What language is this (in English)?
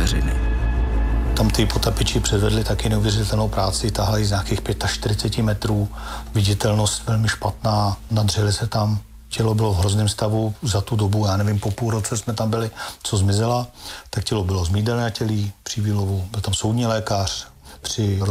Czech